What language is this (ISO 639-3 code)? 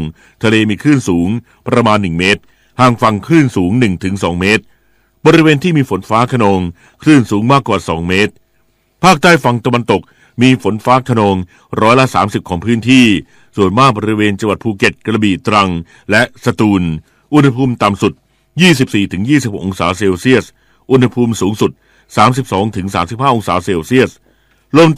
tha